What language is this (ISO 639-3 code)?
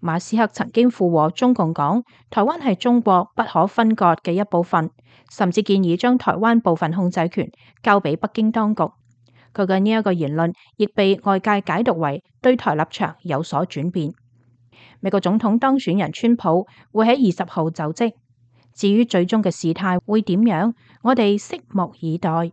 yue